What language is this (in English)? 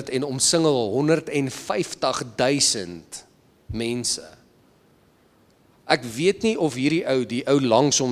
Afrikaans